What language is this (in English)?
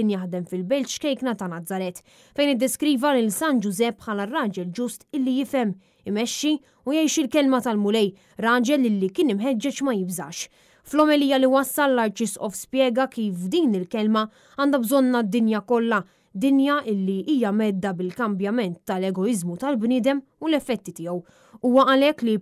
Maltese